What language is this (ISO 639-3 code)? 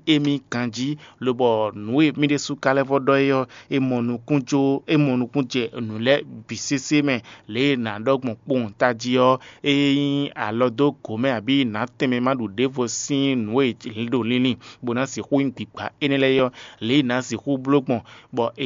fon